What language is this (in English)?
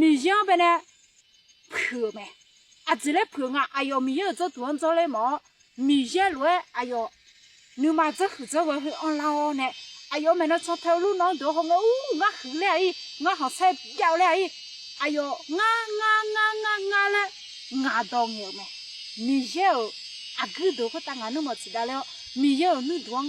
Akha